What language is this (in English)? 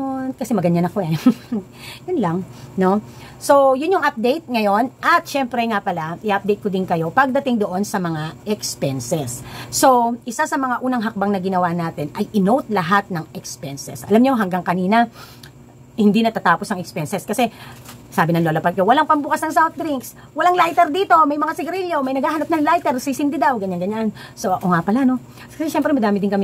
Filipino